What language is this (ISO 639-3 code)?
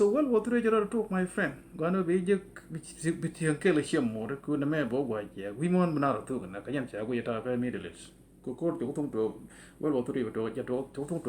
nus